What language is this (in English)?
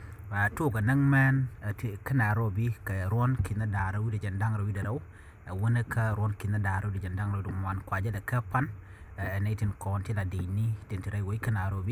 Nuer